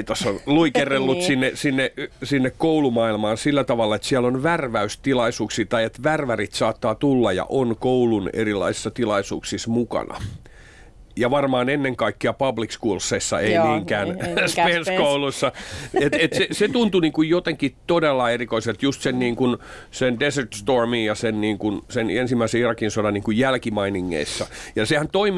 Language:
Finnish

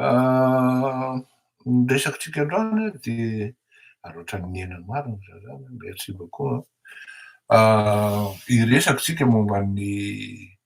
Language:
Malagasy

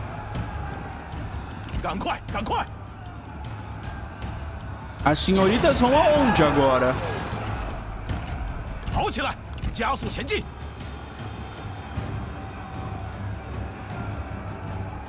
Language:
Portuguese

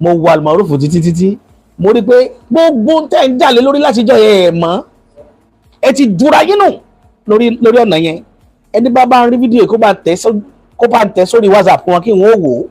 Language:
Yoruba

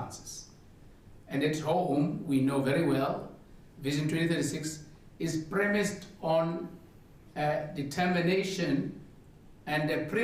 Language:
Tswana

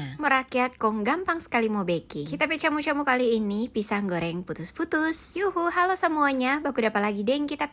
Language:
Manado Malay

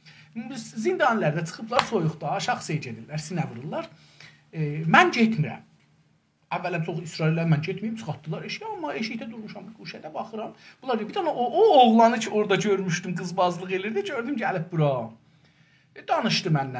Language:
South Azerbaijani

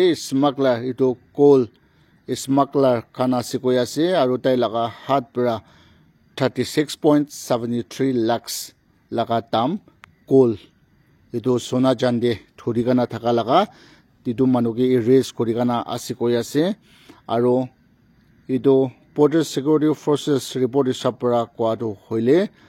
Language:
Naga Pidgin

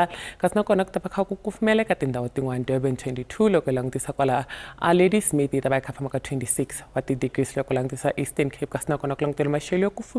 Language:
Tsonga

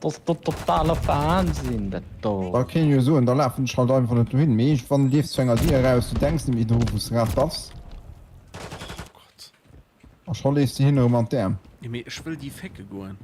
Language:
Luxembourgish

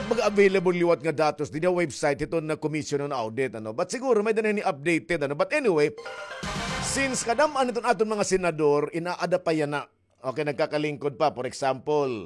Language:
Waray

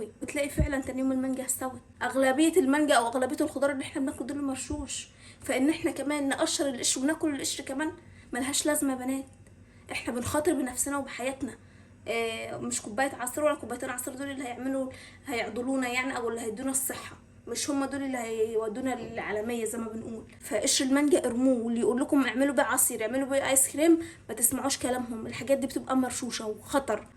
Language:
Egyptian Arabic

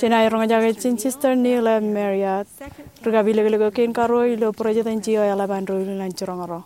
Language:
Marshallese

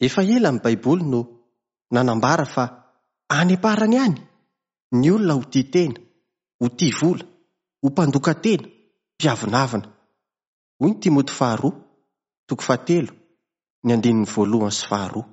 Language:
Malagasy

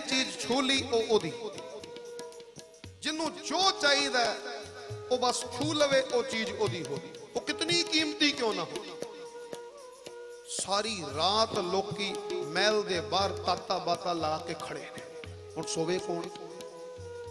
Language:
Punjabi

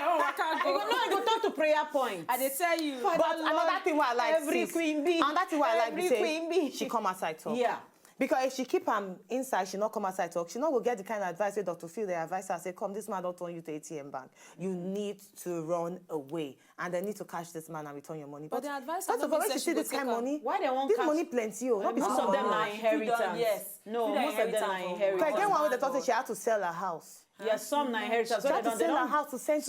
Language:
Nigerian Pidgin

